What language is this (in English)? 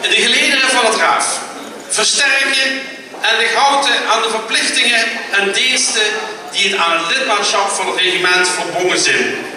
Limburgish